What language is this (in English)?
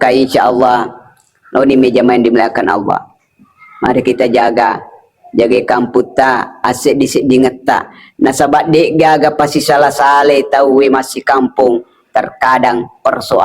Buginese